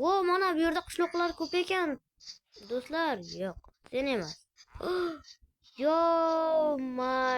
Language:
Uzbek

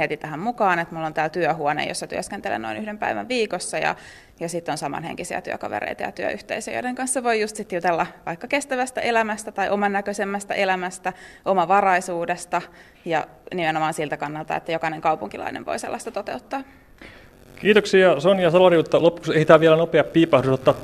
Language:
Finnish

